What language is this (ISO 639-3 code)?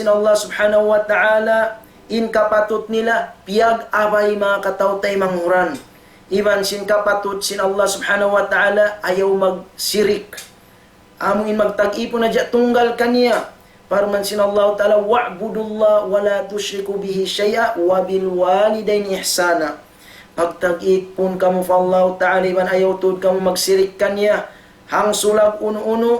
tsg